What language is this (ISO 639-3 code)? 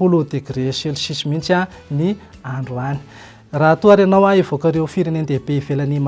mlg